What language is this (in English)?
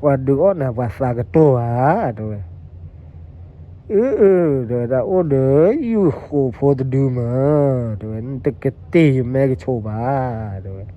S'gaw Karen